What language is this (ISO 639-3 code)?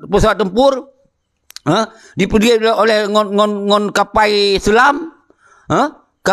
ace